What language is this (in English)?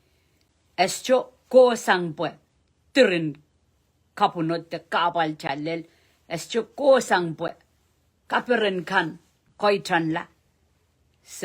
Pohnpeian